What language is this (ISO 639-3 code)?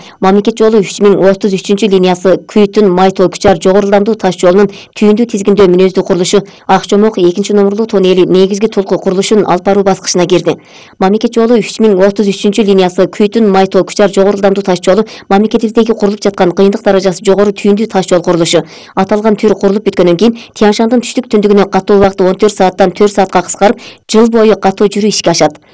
kir